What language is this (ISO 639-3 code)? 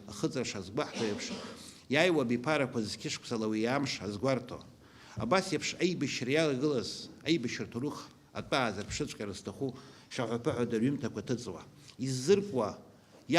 abk